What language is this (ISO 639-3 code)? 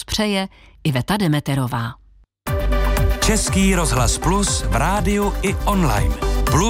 ces